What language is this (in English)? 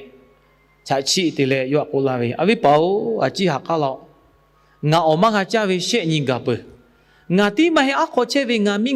Lahu